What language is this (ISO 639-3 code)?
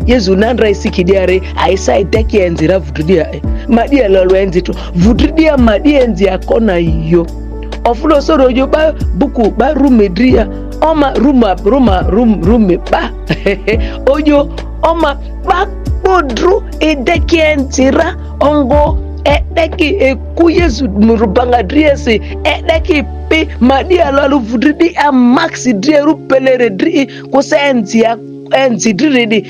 mhi